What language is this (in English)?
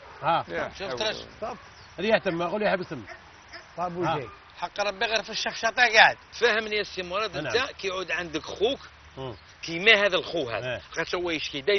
Algerian Arabic